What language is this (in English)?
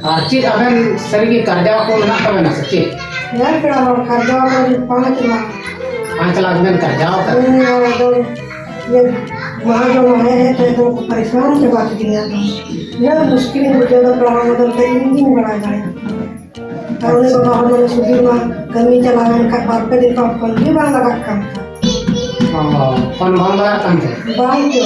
Santali